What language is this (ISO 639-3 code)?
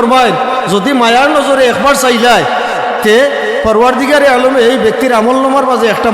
syl